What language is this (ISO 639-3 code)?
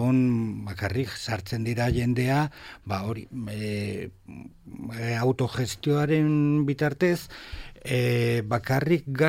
eus